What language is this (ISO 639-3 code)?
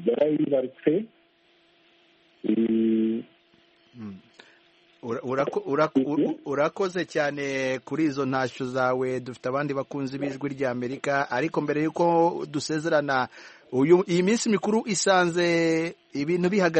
kin